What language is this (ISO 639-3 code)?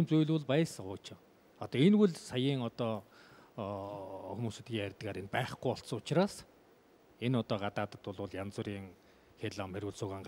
mon